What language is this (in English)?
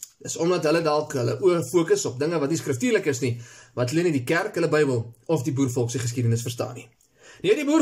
Afrikaans